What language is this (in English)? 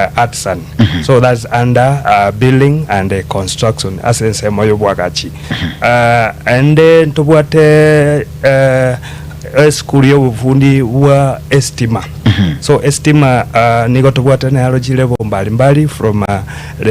Gusii